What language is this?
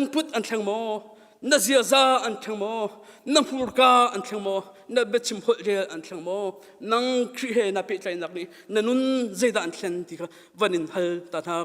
Hakha Chin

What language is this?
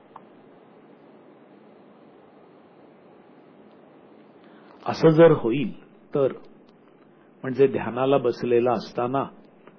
Marathi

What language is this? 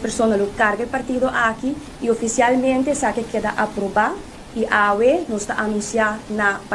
Papiamento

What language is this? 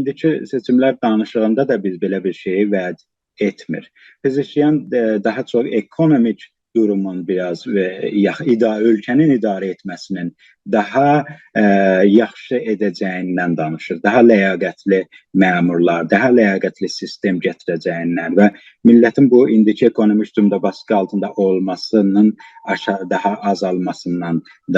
South Azerbaijani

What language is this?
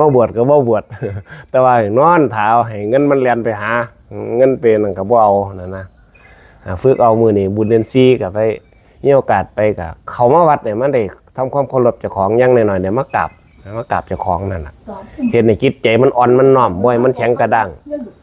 Northeastern Thai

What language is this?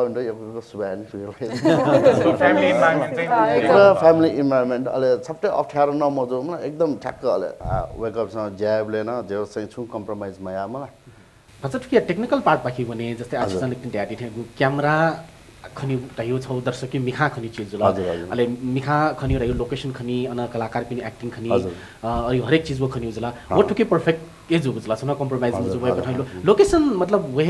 Newari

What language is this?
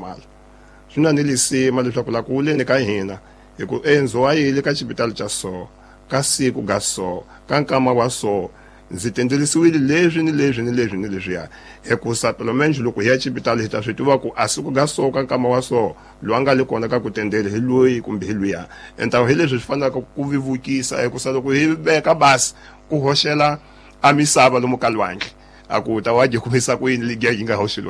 Tsonga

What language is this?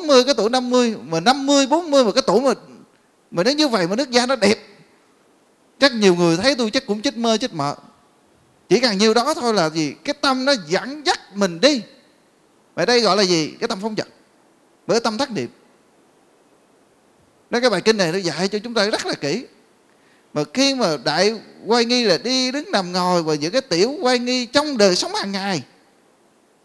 Vietnamese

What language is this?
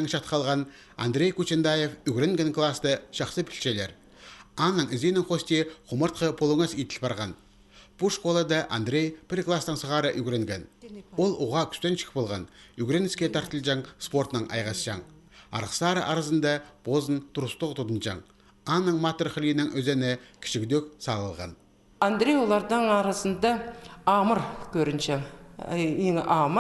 Khakas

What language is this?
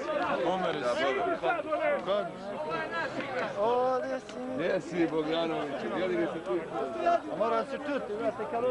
Serbian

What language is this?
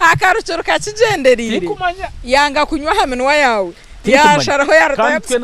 Nyankole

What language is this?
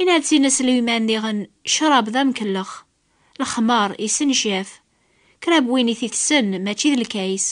Kabyle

